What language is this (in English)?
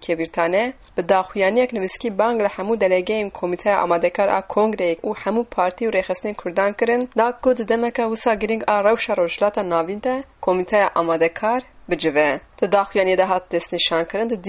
Kurdish